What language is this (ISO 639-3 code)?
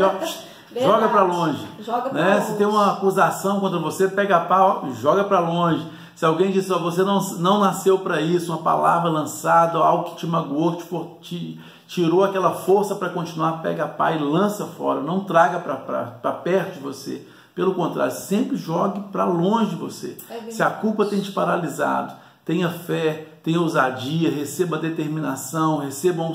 por